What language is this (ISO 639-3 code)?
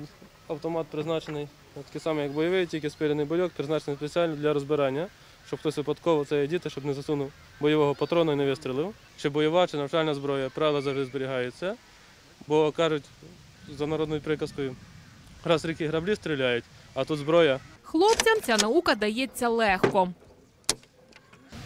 ukr